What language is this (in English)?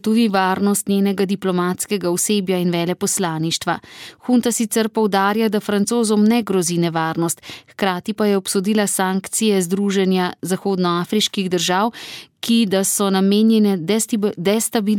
Slovenian